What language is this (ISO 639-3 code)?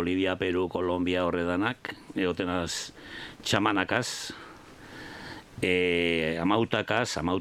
eus